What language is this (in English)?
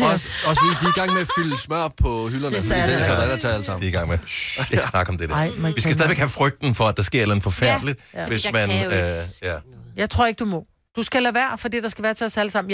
Danish